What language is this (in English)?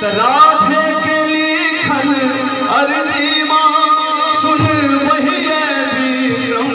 Maithili